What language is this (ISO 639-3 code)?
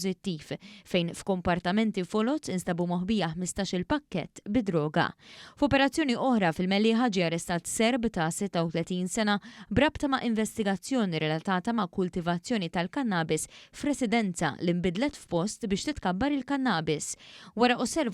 mlt